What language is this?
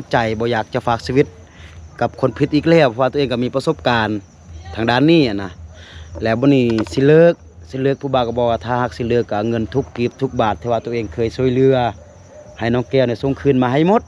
Lao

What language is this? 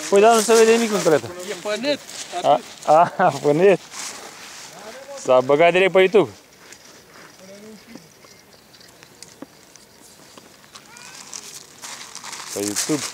Romanian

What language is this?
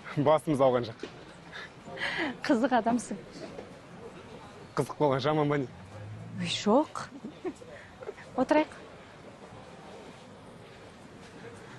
Kazakh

